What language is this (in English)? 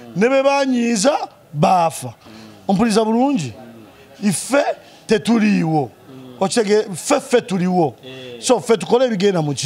Ganda